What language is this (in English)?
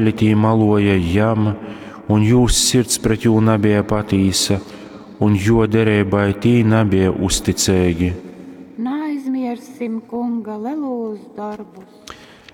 Latgalian